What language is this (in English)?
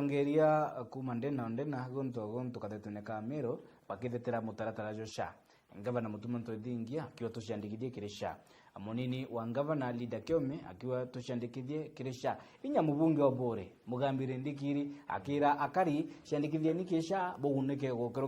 Meru